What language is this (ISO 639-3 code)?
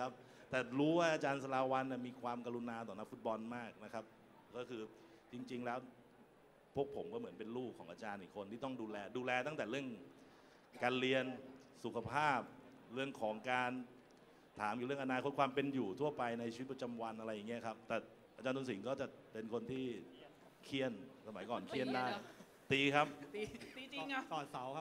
tha